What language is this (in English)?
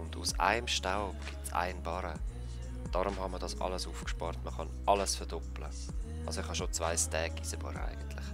Swiss German